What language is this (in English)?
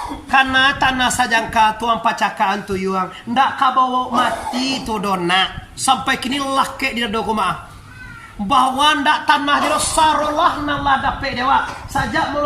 Minangkabau